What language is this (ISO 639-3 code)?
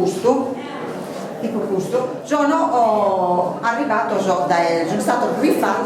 srd